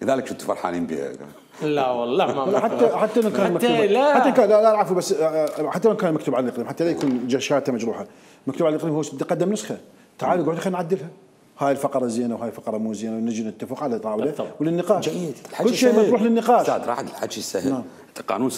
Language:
Mesopotamian Arabic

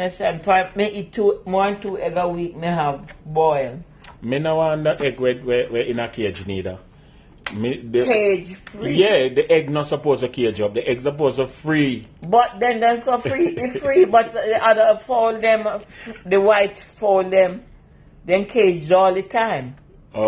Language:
Jamaican Creole English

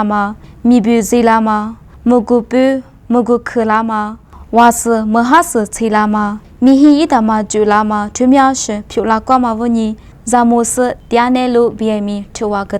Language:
Lisu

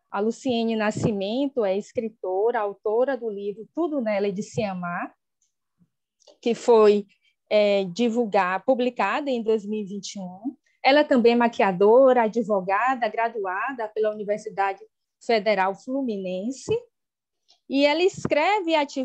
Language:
Portuguese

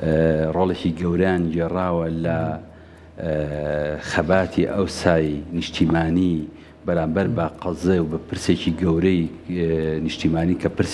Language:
Central Kurdish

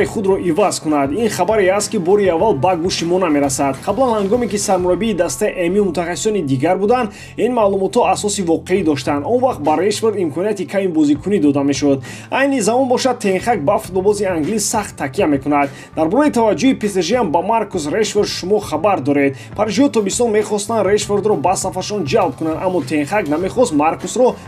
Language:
Tajik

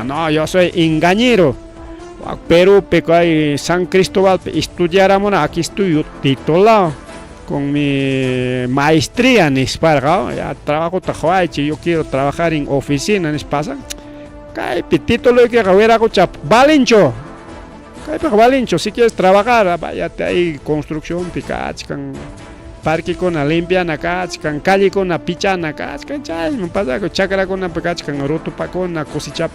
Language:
Ayacucho Quechua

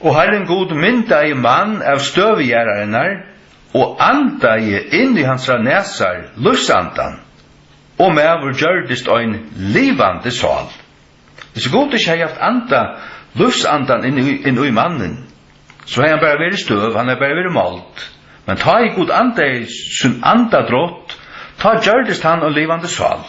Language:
Faroese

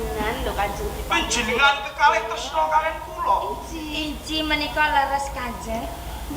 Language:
Javanese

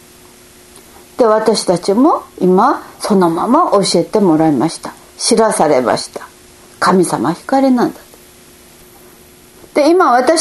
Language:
Japanese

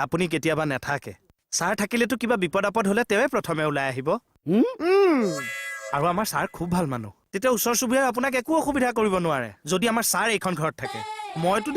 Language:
Assamese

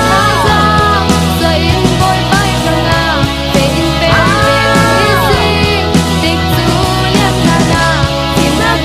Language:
Falam Chin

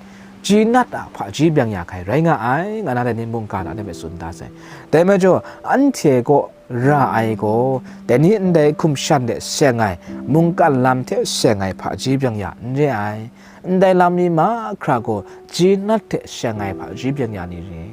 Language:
Kachin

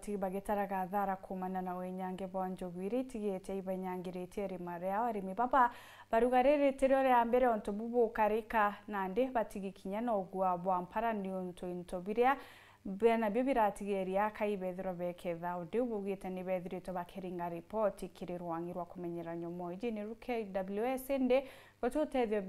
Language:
Meru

